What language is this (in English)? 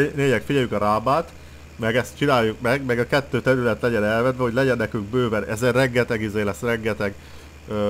Hungarian